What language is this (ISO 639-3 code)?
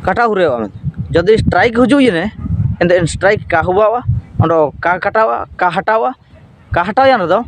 hoc